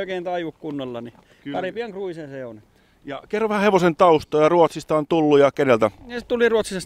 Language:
Finnish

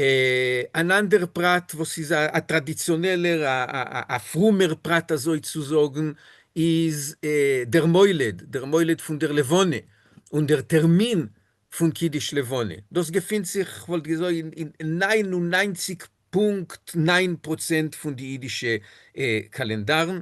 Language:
Yiddish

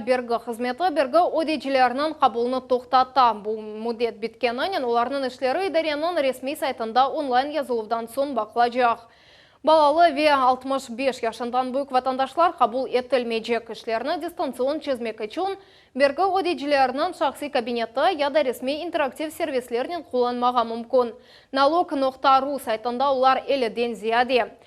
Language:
Crimean Tatar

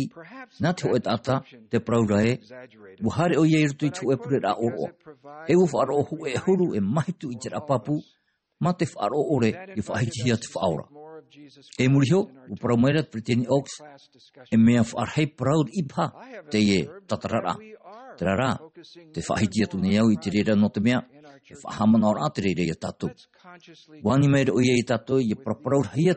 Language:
Tahitian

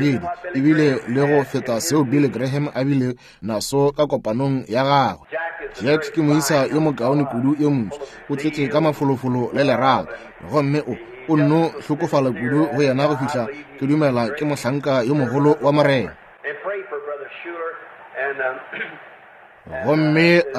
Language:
Northern Sotho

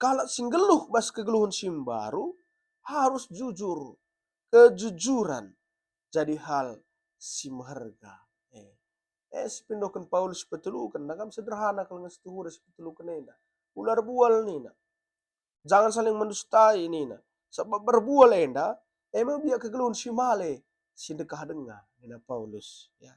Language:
Batak Karo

